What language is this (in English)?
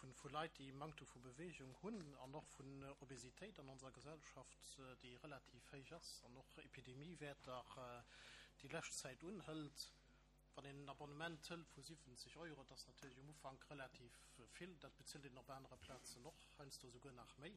Luxembourgish